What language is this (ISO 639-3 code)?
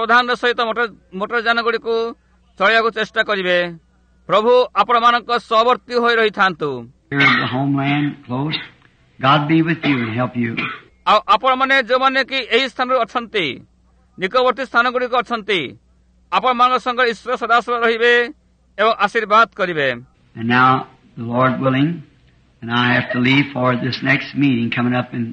ori